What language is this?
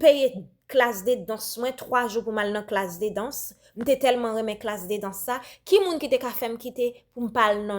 Haitian Creole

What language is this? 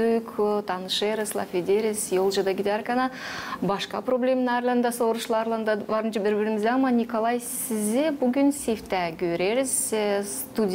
Gagauz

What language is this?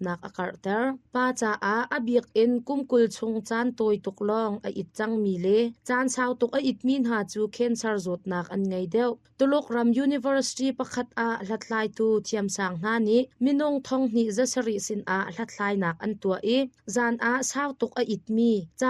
Hakha Chin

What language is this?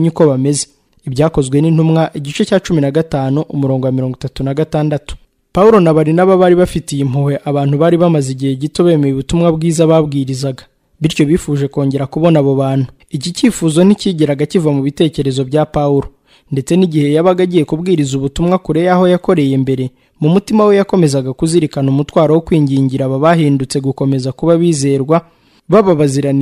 Kinyarwanda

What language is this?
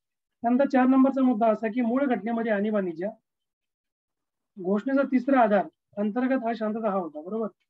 Marathi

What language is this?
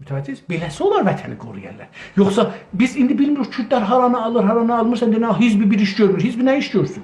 South Azerbaijani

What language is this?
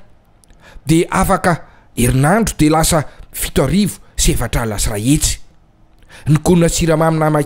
Malagasy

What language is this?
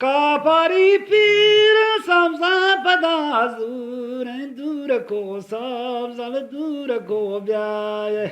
Eastern Balochi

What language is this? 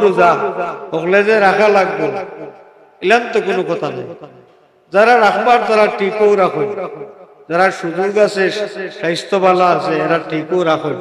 Sylheti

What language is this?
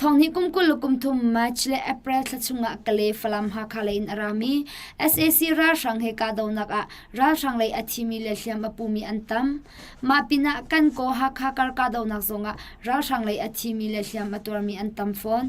Hakha Chin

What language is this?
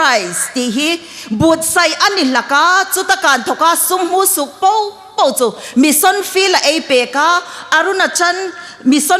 Hmar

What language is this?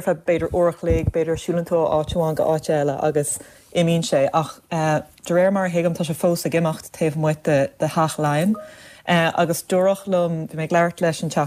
Irish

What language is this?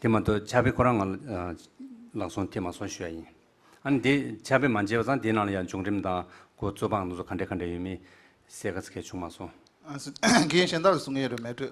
Tibetan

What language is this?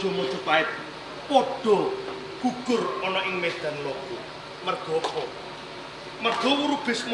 Javanese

